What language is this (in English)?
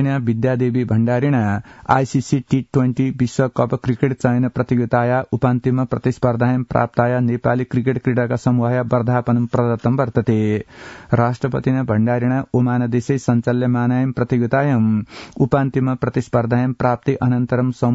Sanskrit